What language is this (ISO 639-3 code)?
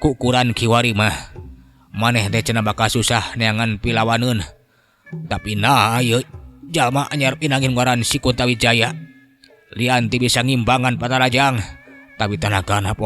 sun